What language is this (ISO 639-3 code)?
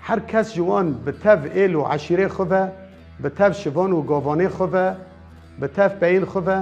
kur